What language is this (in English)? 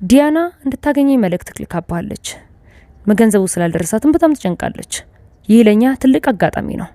Amharic